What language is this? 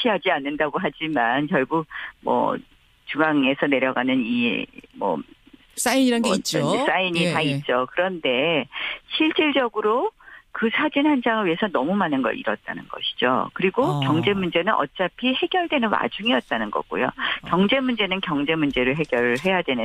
Korean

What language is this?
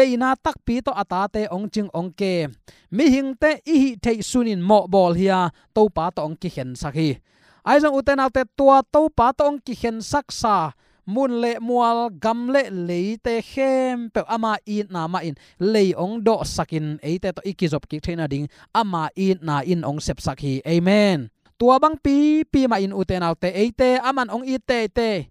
Tedim Chin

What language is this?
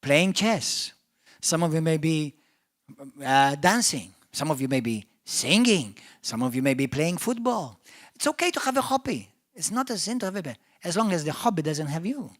English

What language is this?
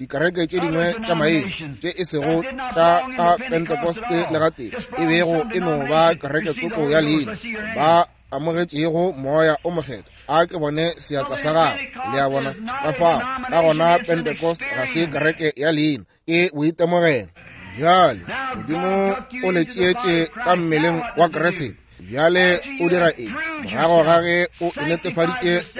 Northern Sotho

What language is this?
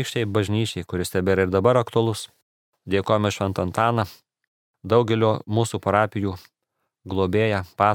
Lithuanian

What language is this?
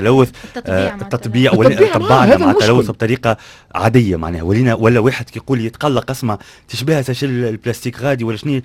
Tunisian Arabic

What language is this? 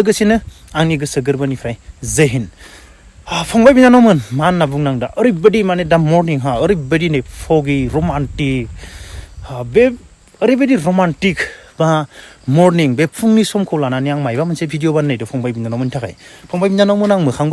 Bodo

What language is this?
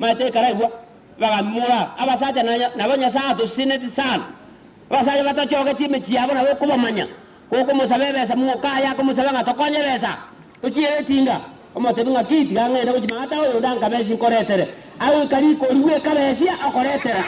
Gusii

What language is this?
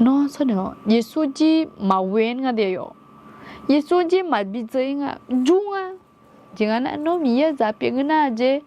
Akha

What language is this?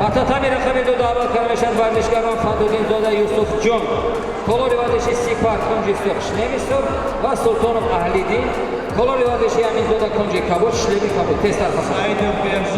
Tajik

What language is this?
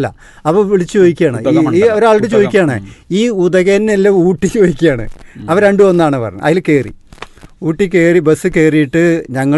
Malayalam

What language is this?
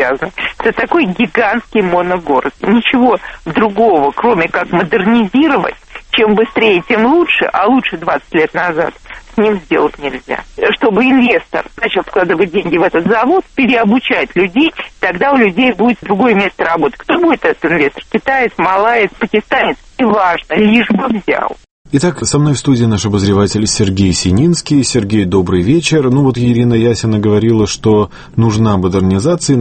Russian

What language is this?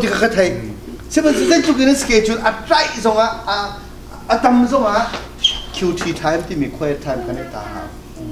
Hakha Chin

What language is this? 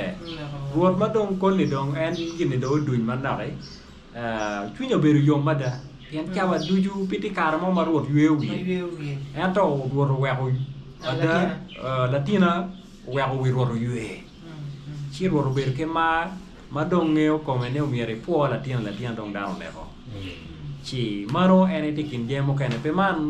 Acoli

